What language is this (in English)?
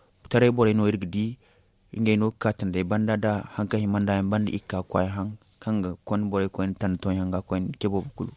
Zarma